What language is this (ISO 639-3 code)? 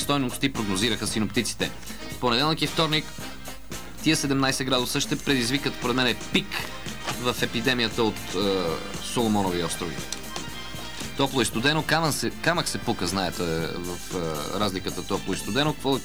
bul